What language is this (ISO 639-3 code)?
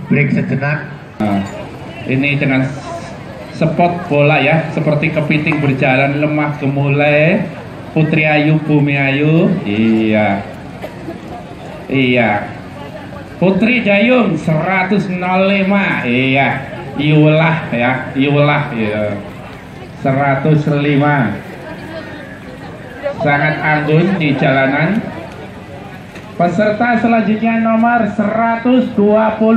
ind